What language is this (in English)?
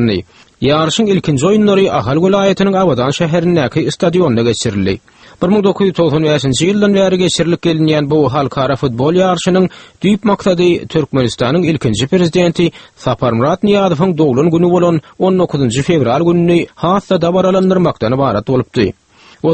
Turkmen